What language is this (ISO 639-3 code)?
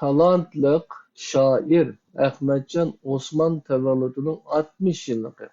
uig